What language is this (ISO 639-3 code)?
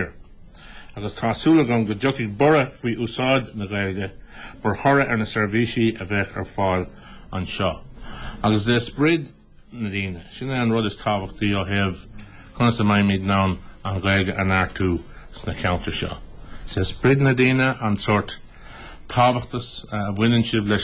gle